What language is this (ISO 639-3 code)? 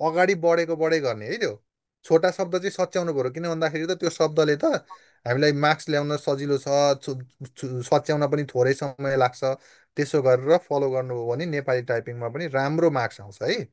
nep